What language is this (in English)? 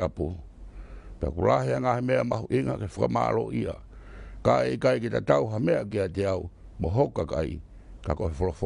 Tongan